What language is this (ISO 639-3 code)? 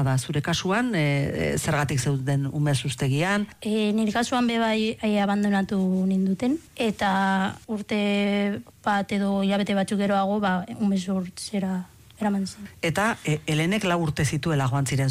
eus